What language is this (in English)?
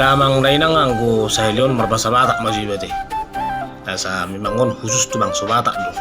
Batak Toba